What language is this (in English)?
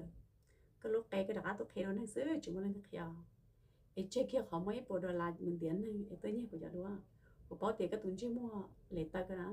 Hmong